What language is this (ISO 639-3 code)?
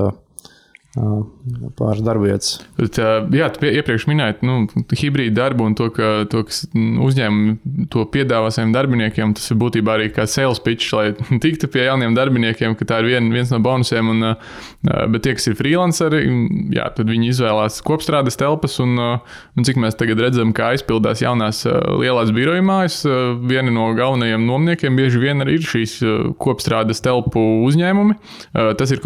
lav